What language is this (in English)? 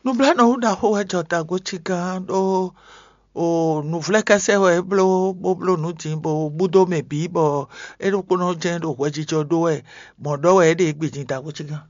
Fon